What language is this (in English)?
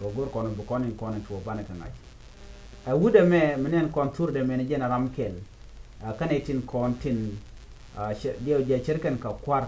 Nuer